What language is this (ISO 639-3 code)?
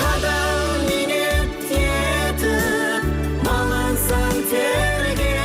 kaa